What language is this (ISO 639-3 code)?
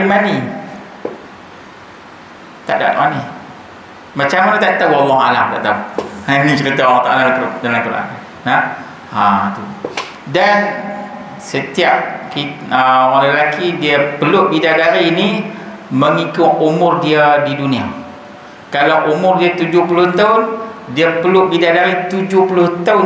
msa